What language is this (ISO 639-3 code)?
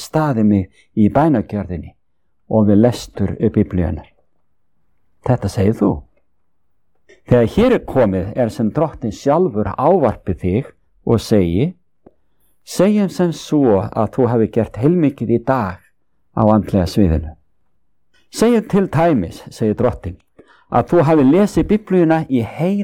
isl